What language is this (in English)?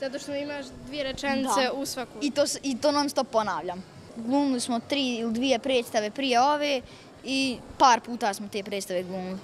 Bosnian